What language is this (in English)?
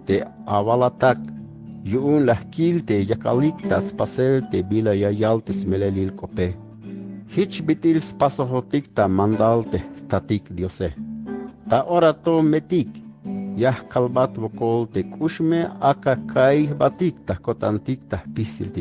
Tzeltal